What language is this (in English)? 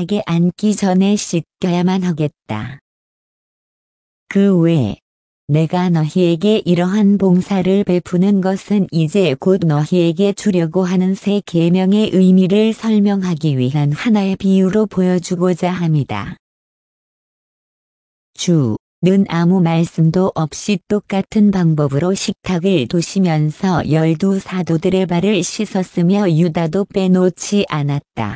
Korean